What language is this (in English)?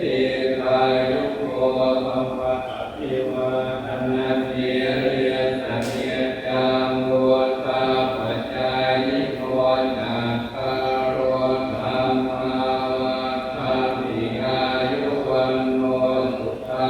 Pali